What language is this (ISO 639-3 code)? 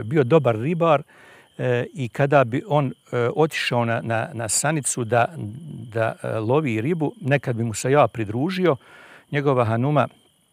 bos